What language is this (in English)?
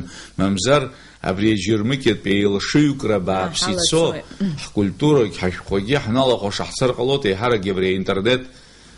Abkhazian